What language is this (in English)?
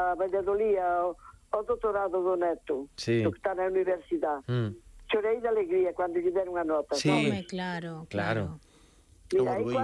Galician